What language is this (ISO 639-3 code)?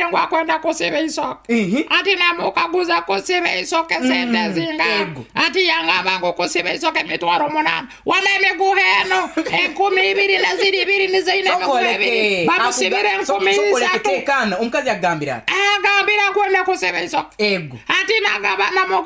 nyo